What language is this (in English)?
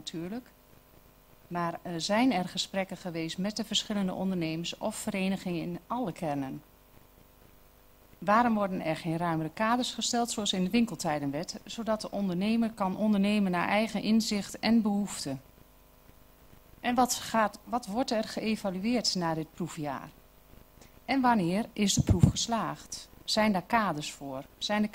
Dutch